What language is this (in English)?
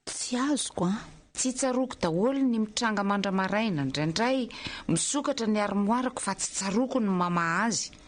Malagasy